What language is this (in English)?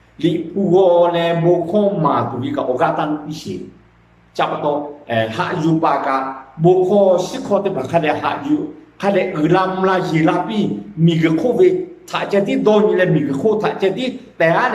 Lahu